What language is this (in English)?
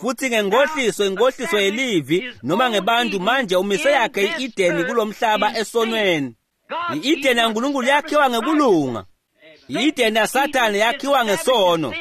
Swati